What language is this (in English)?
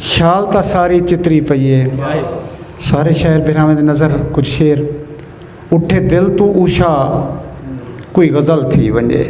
Saraiki